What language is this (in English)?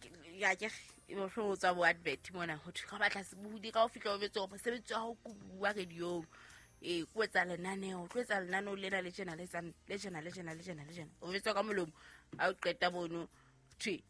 Southern Sotho